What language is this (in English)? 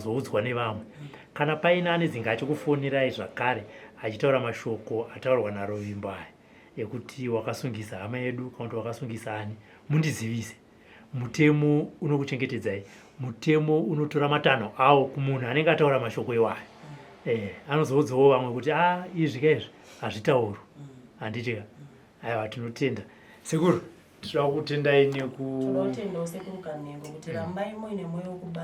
Shona